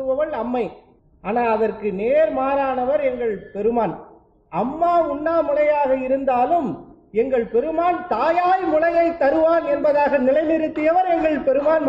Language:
Tamil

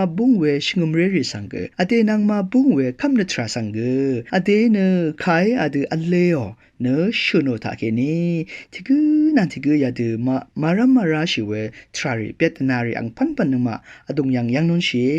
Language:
Rawang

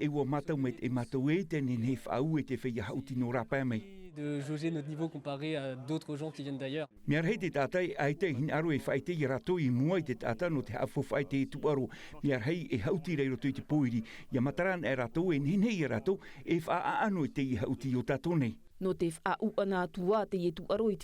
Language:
Tahitian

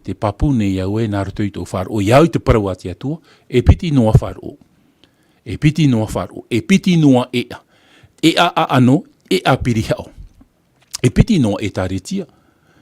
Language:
Tahitian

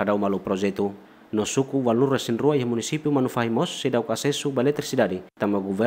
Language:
Tetum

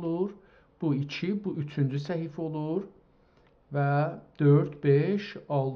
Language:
South Azerbaijani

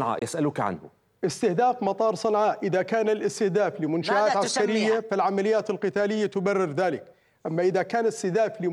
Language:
Arabic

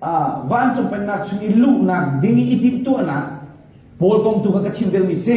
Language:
Hakha Chin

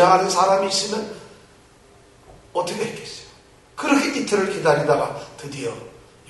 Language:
Korean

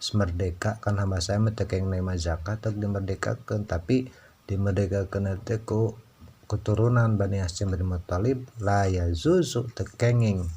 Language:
Sundanese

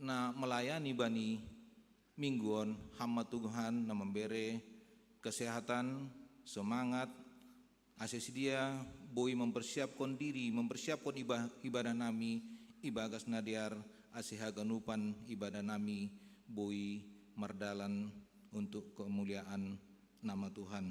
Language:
Batak Simalungun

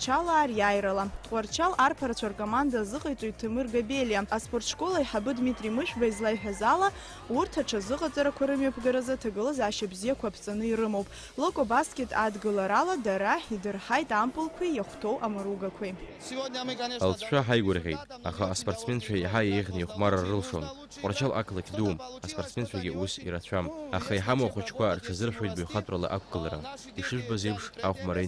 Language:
Abkhazian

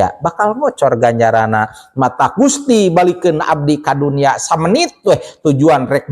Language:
Sundanese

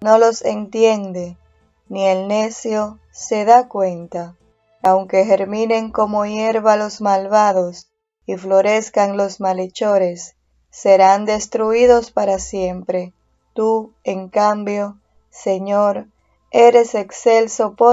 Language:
Spanish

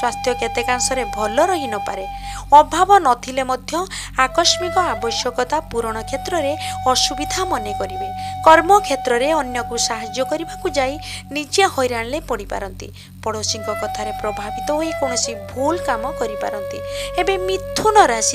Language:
Odia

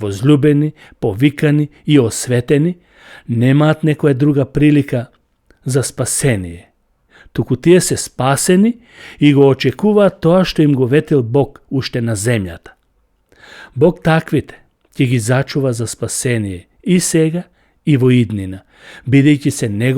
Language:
Macedonian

